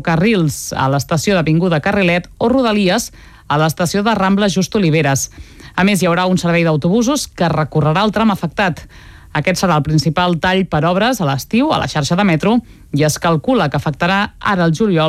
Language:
Catalan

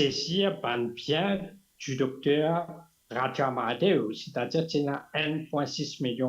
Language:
Morisyen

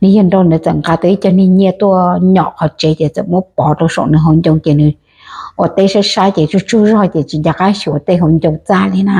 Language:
Hmong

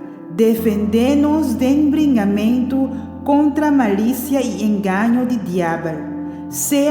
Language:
Papiamento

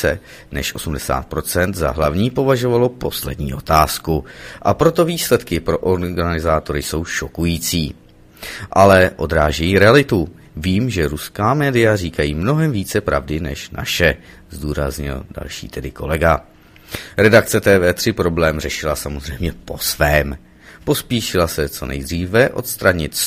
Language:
Czech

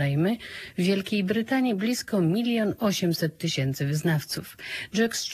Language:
Polish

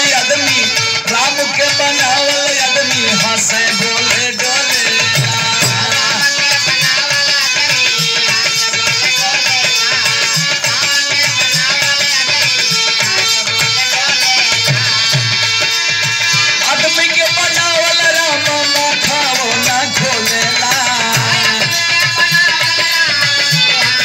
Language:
Bhojpuri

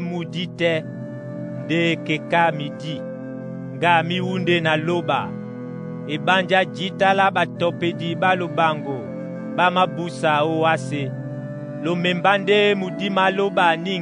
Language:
Duala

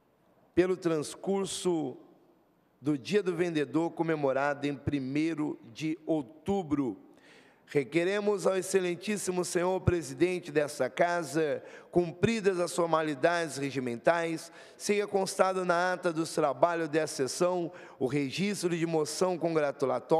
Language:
Portuguese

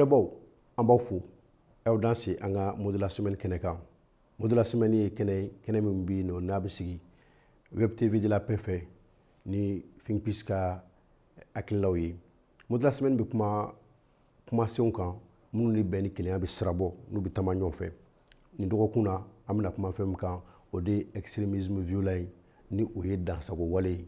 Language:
Bambara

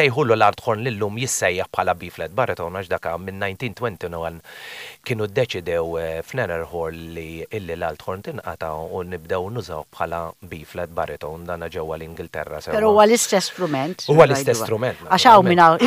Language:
Maltese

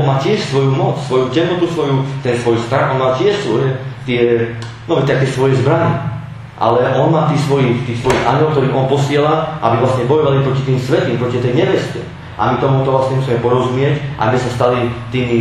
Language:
Slovak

